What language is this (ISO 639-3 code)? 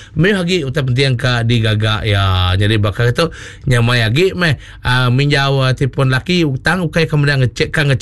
iba